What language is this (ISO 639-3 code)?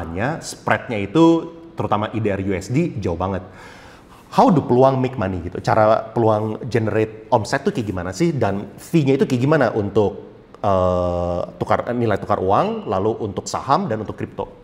ind